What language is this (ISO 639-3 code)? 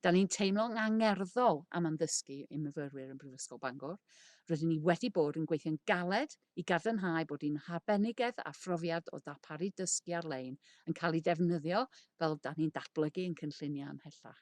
cym